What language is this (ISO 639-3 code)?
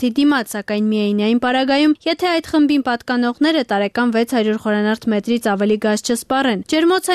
hye